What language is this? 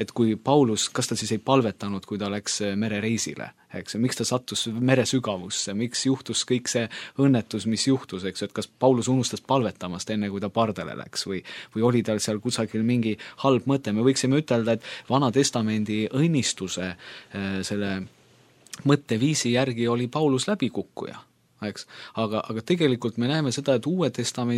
Estonian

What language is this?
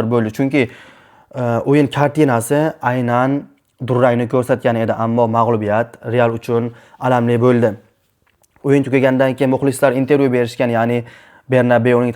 Uzbek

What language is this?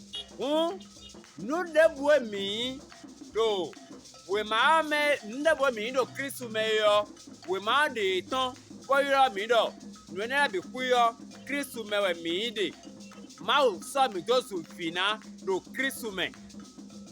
Fon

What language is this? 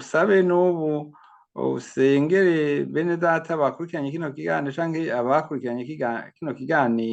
Rundi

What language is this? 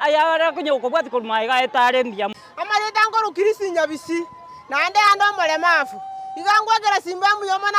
Gusii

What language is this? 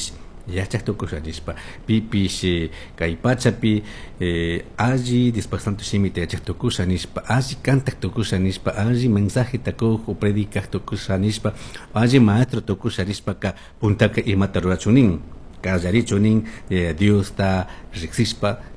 Chimborazo Highland Quichua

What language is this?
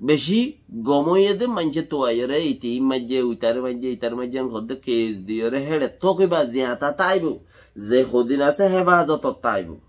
Rohingya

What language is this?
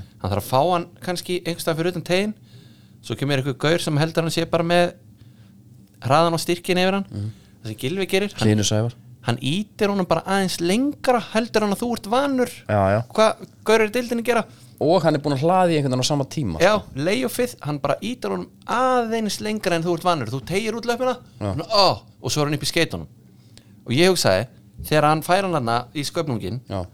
Icelandic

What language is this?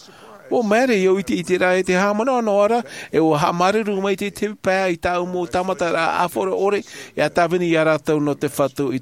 Tahitian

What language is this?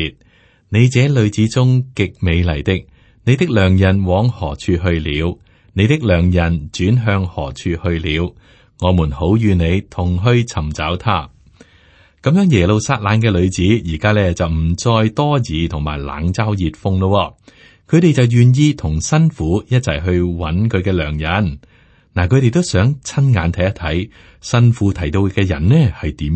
Cantonese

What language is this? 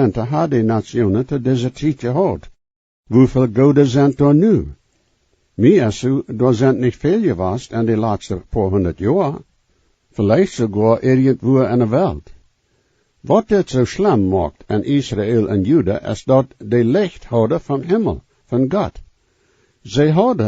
Plautdietsch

